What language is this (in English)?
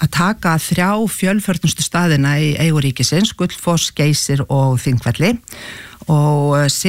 Icelandic